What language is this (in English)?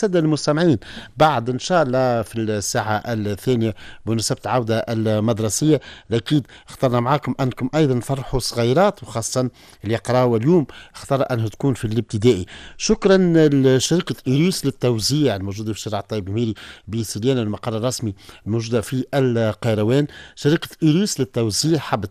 Tunisian Arabic